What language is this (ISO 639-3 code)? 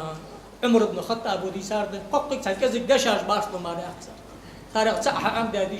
inh